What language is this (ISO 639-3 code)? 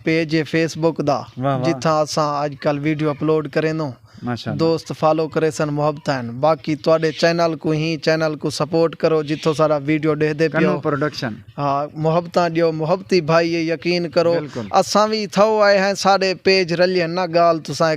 skr